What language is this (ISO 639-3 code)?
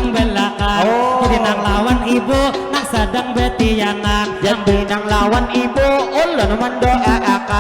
bjn